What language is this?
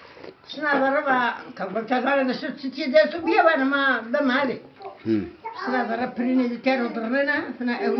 Zaza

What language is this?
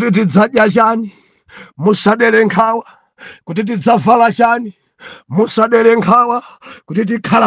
Nyanja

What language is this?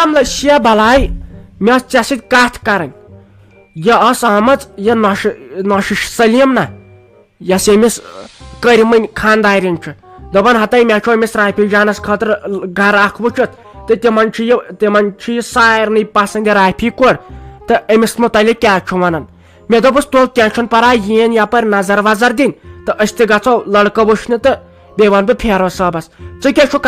Kashmiri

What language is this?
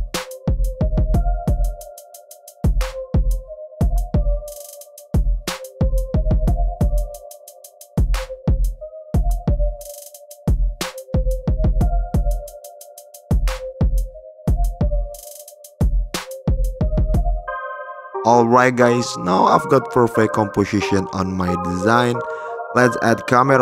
English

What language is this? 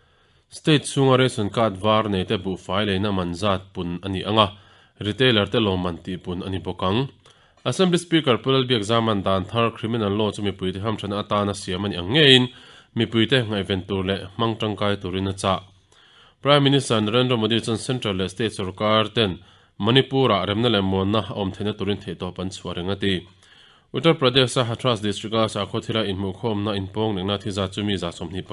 Mizo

